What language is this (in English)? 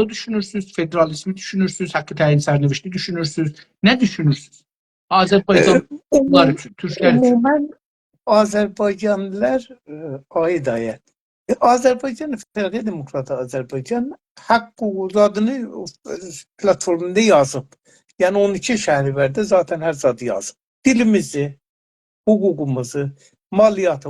South Azerbaijani